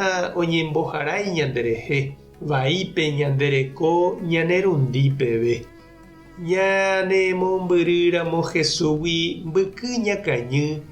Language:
Guarani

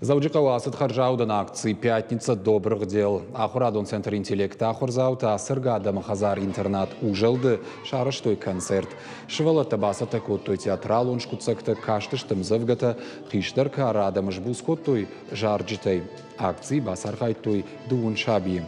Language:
Ossetic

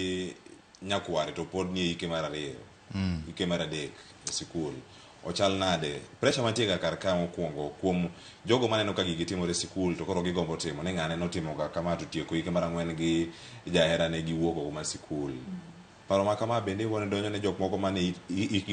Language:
Luo (Kenya and Tanzania)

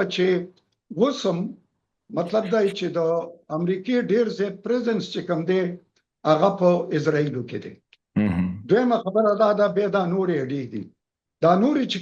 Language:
Pashto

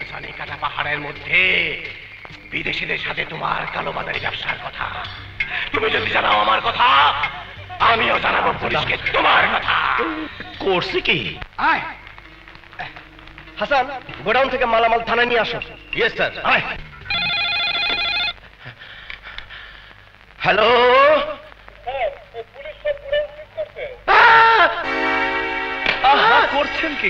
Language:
Bangla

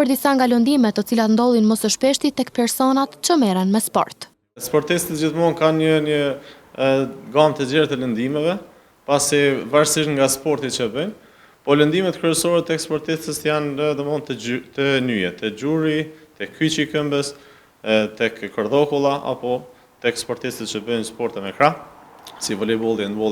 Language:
Albanian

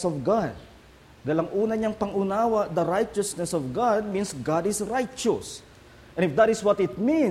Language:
Filipino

